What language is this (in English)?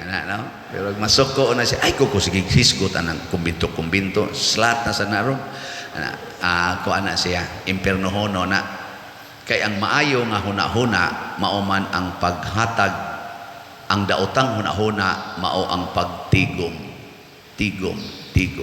Cebuano